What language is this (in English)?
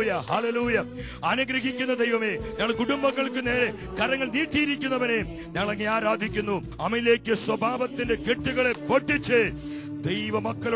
Malayalam